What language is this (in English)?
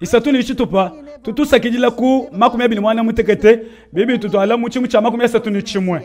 Luba-Lulua